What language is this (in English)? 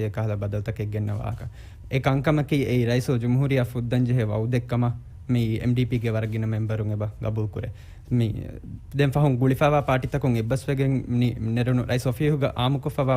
Divehi